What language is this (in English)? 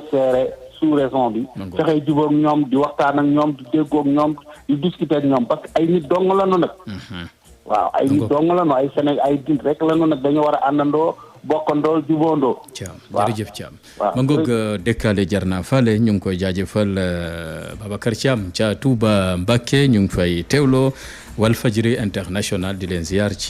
Wolof